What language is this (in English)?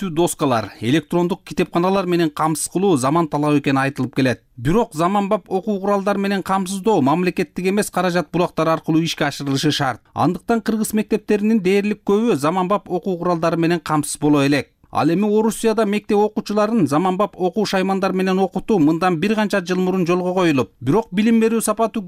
Kyrgyz